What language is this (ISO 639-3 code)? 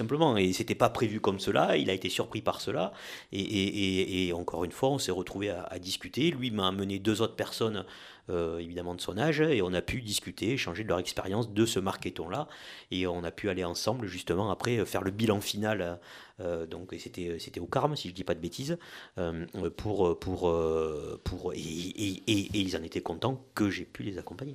fra